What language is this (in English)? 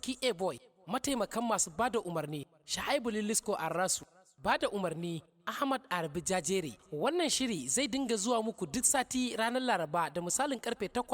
Hausa